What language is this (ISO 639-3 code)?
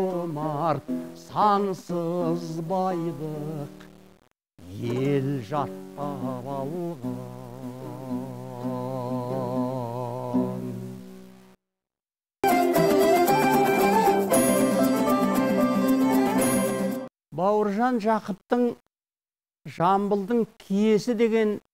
kaz